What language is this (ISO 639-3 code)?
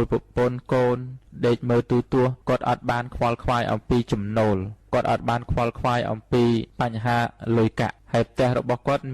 khm